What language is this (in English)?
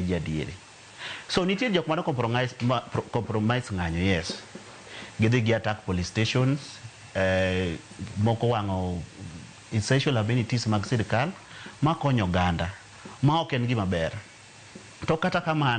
Luo (Kenya and Tanzania)